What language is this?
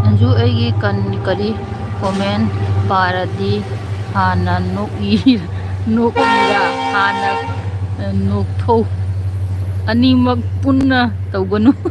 Manipuri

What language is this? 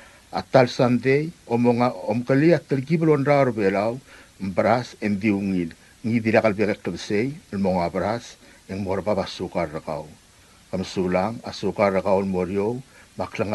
Palauan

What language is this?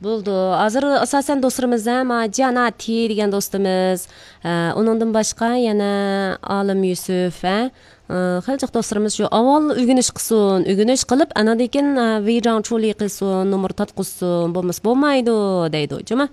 Uyghur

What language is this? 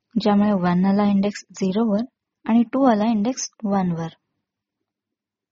Marathi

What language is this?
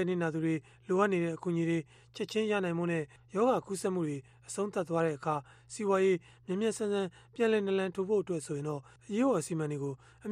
Burmese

